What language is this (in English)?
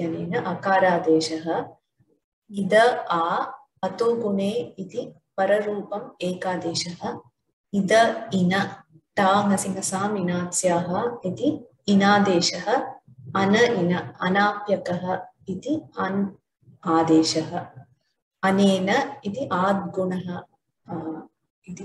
Sanskrit